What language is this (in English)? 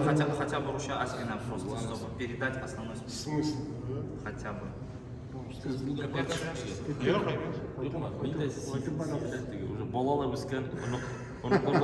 Tatar